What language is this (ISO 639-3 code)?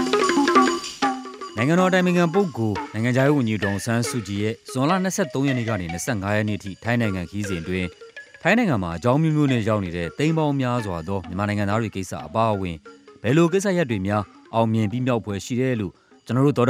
mya